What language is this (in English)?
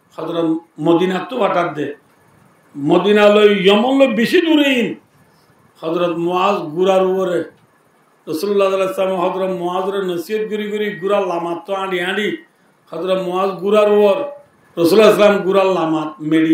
Rohingya